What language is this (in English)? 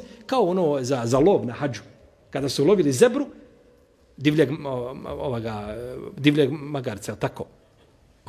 Bosnian